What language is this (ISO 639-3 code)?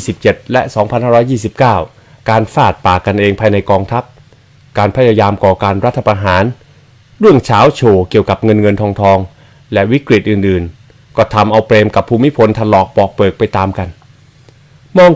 tha